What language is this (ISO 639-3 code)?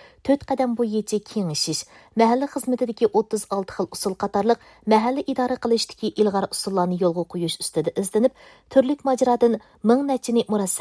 uig